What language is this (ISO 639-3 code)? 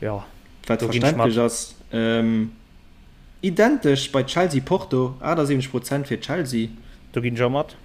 ltz